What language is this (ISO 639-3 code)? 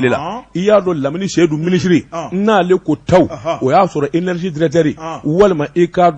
bam